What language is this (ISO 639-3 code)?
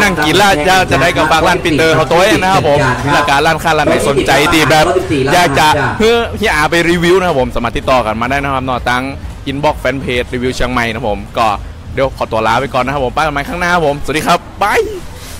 tha